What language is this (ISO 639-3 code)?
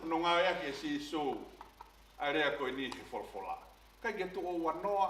ton